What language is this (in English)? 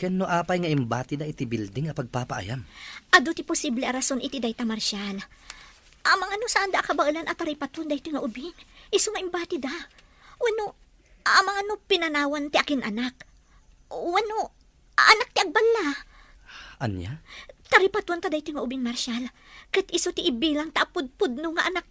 Iloko